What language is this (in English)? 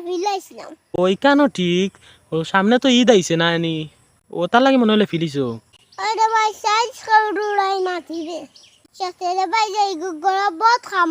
Sylheti